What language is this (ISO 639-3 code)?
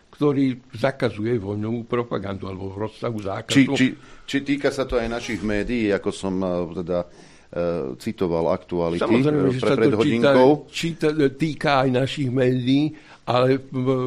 slk